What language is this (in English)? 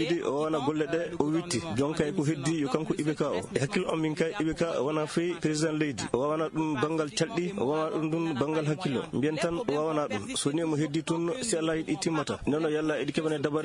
Fula